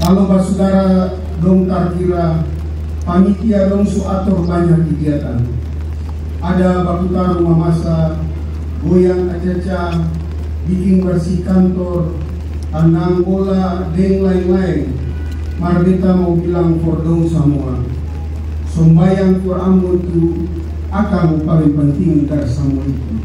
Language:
Ambonese Malay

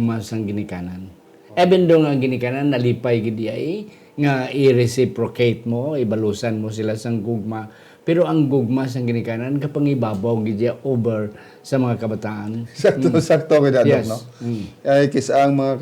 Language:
Hiligaynon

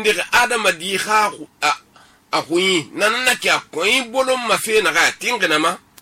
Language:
Susu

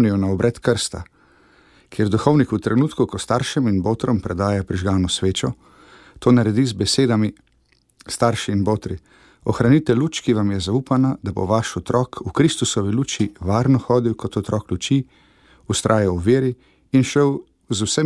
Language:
Slovenian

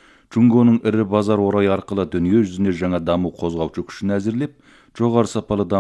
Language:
Kazakh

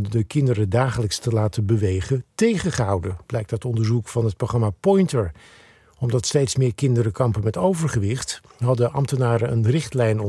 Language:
Dutch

